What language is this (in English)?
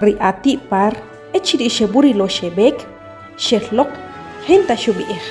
Achi